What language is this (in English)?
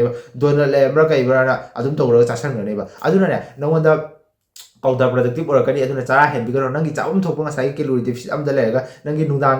Manipuri